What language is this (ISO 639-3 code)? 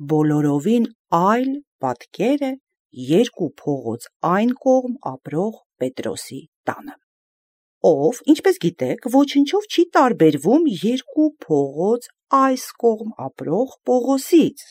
hye